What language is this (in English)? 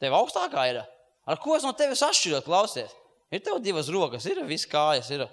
Latvian